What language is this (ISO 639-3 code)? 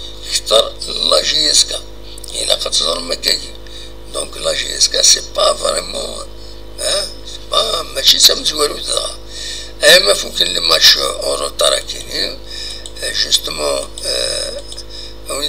kab